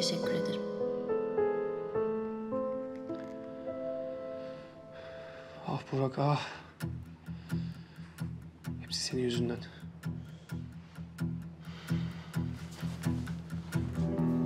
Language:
Turkish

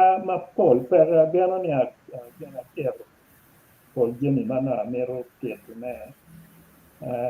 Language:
Acoli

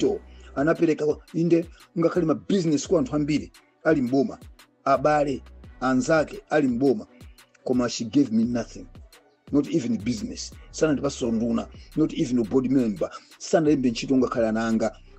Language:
Nyanja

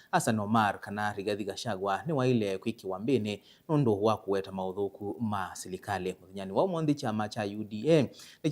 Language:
Kamba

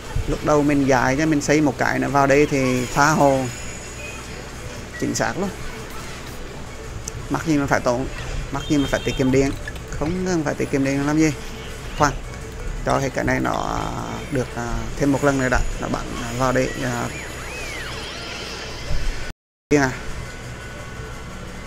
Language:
Vietnamese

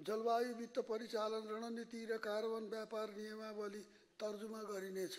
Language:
Nepali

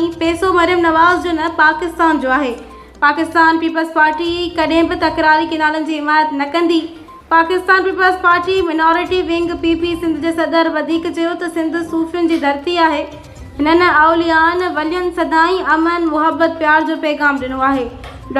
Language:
Sindhi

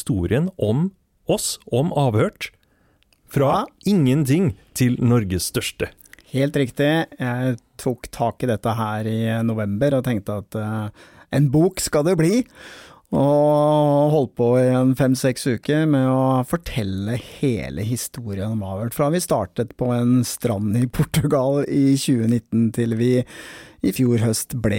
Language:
Norwegian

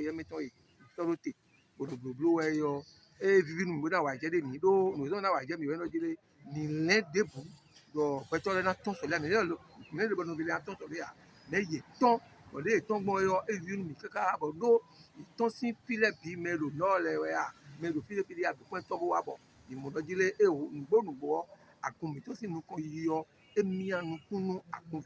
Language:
Fon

